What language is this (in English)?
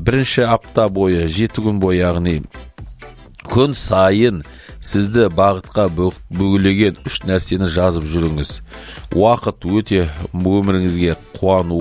Kazakh